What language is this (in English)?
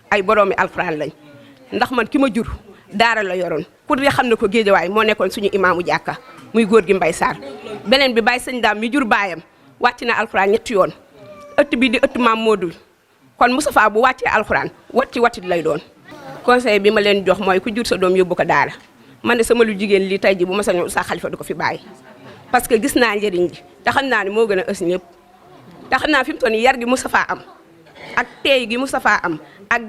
Wolof